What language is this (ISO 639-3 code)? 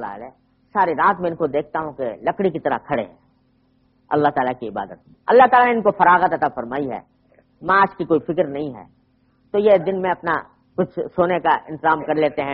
urd